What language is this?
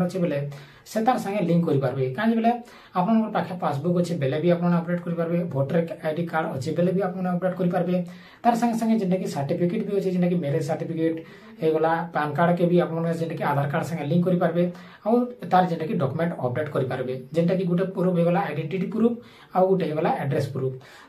Sambalpuri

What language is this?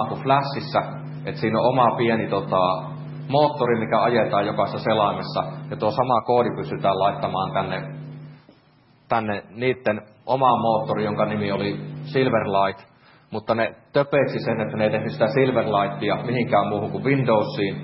Finnish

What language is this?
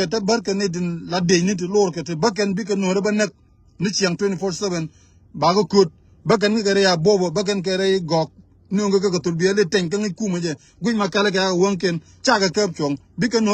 Nuer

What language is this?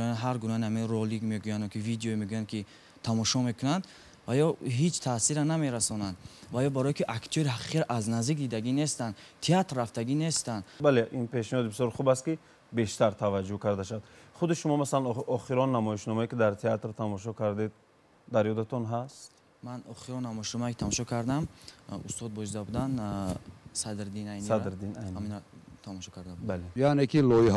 Tajik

